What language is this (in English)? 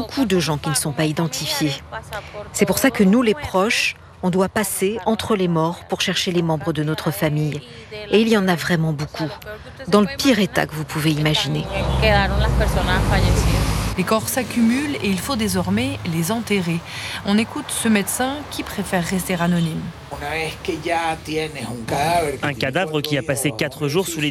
French